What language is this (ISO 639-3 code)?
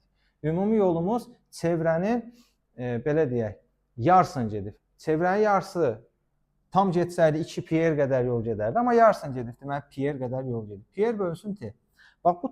aze